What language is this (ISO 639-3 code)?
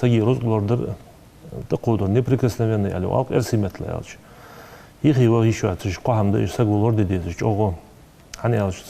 inh